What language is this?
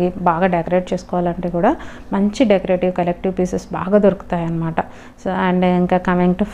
Telugu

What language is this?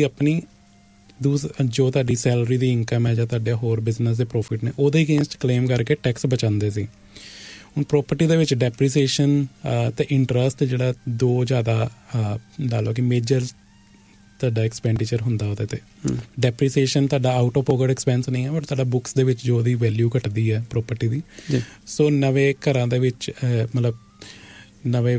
Punjabi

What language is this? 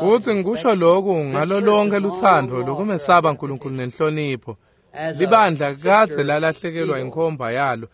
Swati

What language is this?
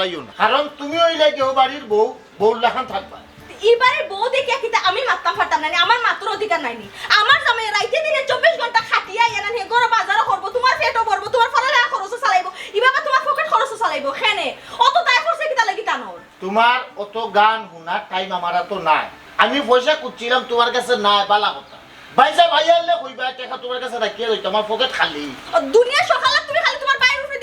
Sylheti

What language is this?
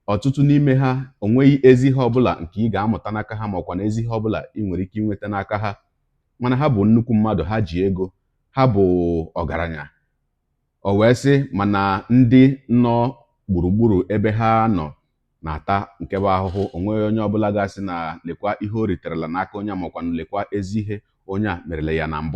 Igbo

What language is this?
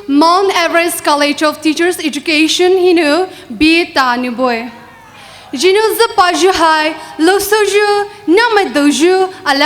Poumei Naga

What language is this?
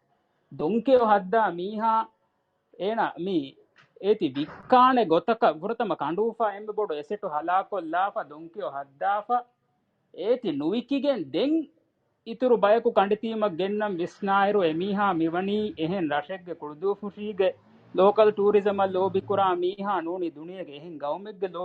Divehi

